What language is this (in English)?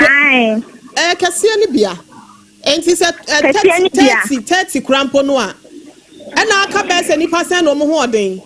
Akan